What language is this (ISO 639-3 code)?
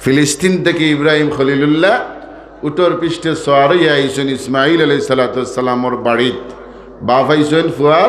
syl